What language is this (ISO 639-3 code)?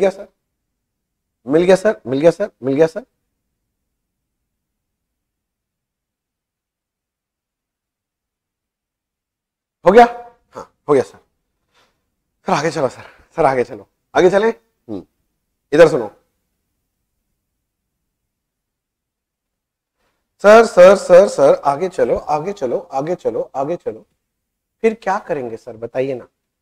hin